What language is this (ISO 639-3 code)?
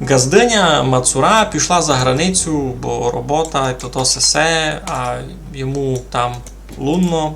rue